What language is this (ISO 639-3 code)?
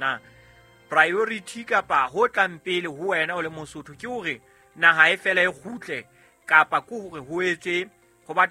sot